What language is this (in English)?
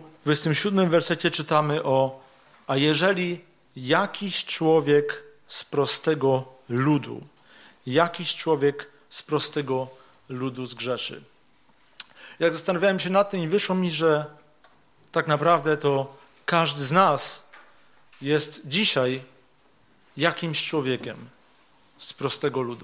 Polish